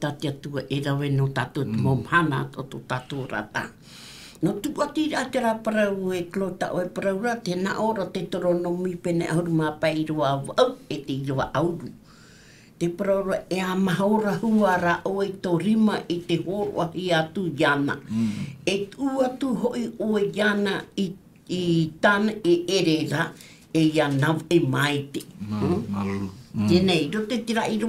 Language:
Tahitian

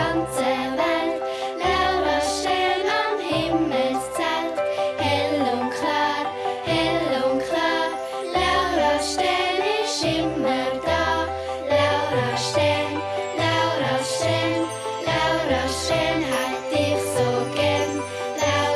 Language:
Swiss German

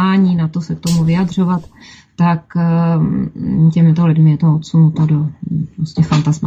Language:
Czech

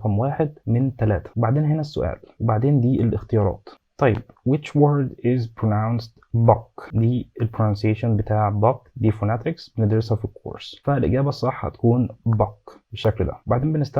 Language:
Egyptian Arabic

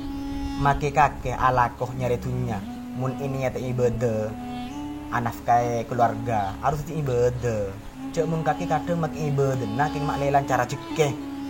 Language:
Madurese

